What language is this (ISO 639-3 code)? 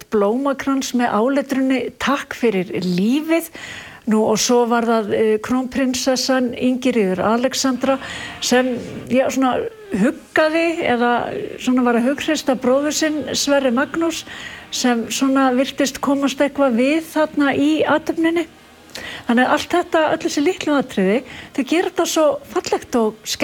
isl